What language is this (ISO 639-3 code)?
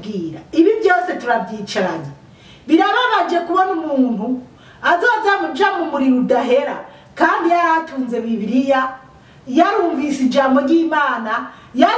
run